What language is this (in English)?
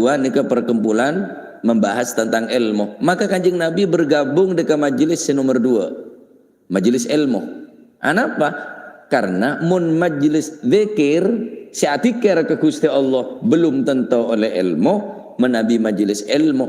Madurese